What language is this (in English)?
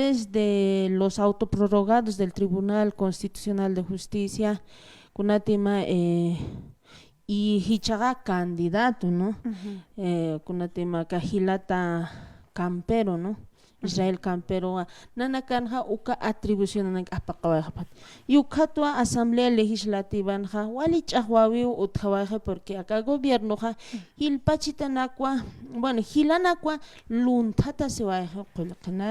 Aymara